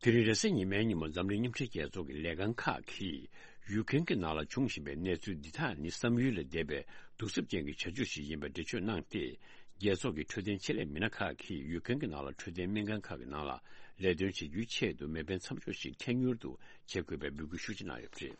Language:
Tibetan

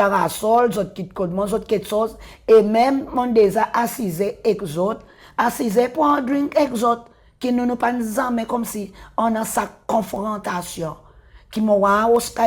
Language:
Seselwa Creole French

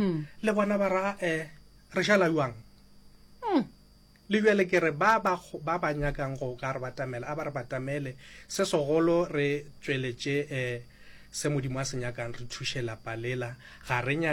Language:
Northern Sotho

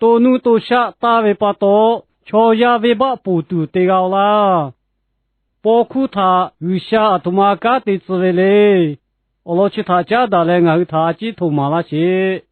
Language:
Lahu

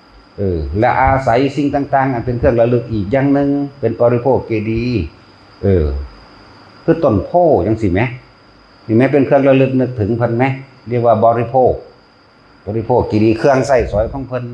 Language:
Northeastern Thai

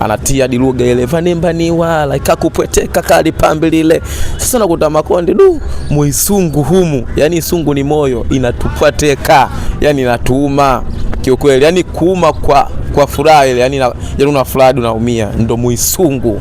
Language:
Swahili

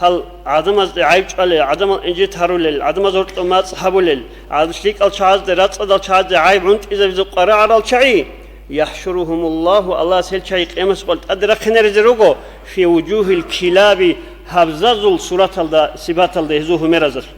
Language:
Avaric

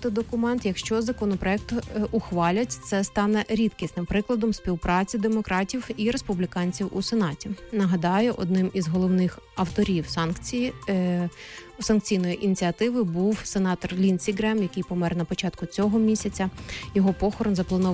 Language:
Ukrainian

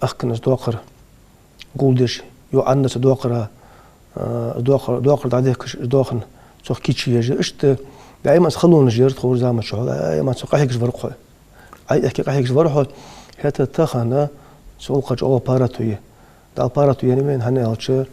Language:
Ingush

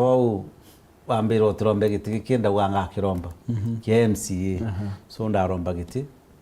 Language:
Meru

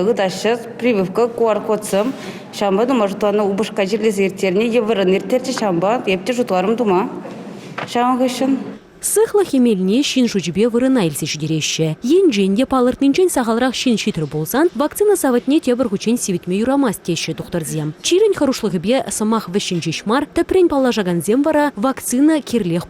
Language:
Chuvash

